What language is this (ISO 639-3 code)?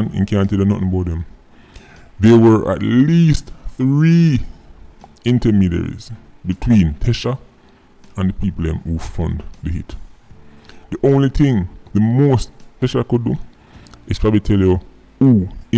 jam